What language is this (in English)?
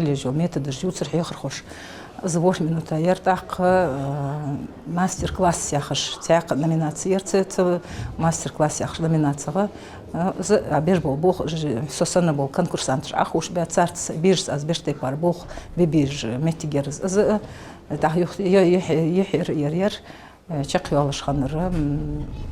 Ingush